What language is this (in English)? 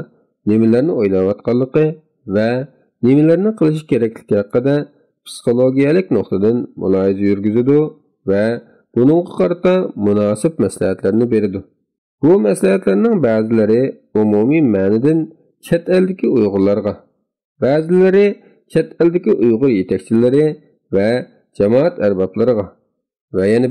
Uyghur